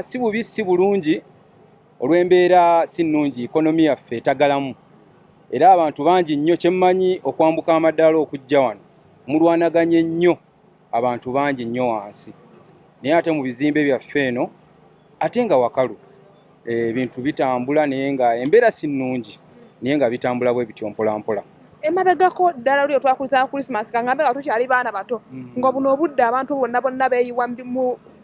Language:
Ganda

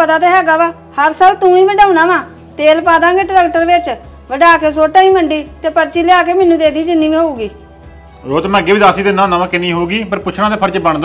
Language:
Punjabi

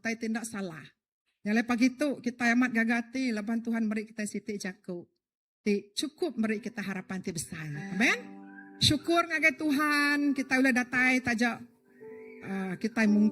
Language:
Iban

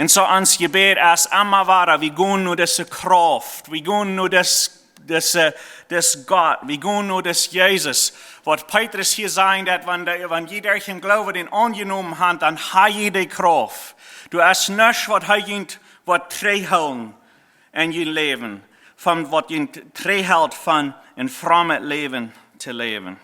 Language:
Plautdietsch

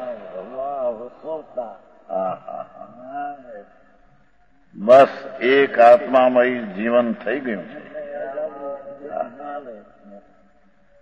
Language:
Gujarati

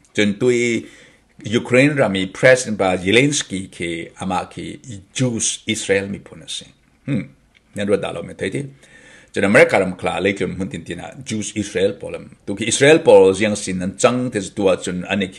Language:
Falam Chin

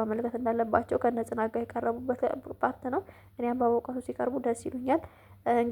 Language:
Amharic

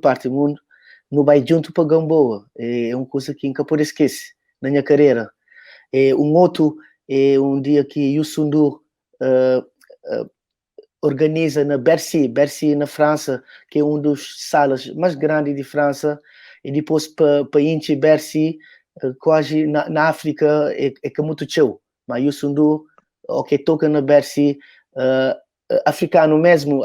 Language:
Kabuverdianu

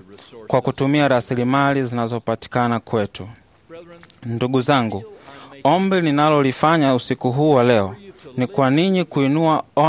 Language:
Swahili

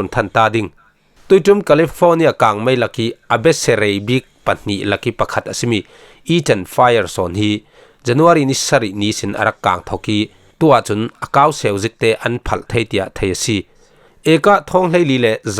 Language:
Falam Chin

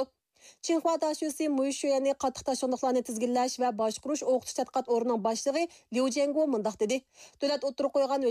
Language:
Uyghur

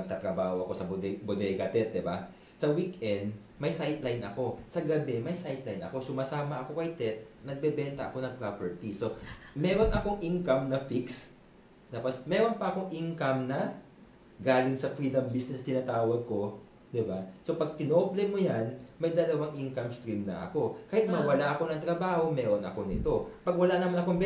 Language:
Filipino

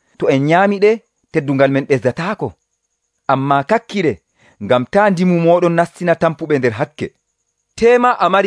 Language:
Nigerian Fulfulde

